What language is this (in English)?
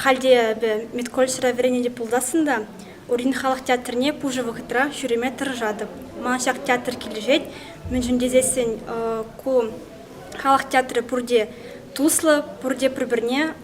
Chuvash